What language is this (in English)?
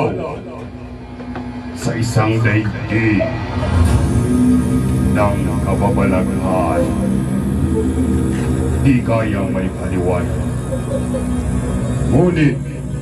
Filipino